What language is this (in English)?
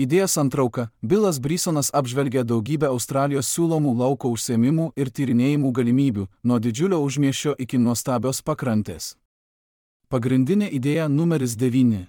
Lithuanian